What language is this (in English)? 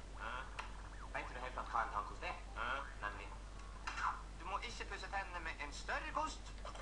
Norwegian